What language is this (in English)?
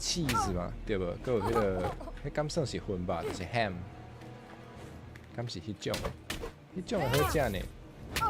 Min Nan Chinese